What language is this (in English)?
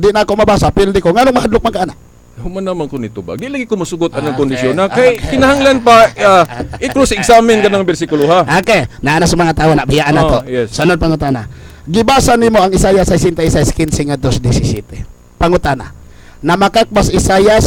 Cebuano